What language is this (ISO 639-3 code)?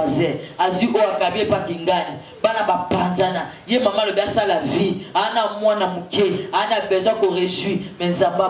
lin